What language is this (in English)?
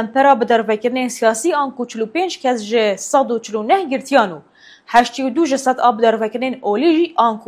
Kurdish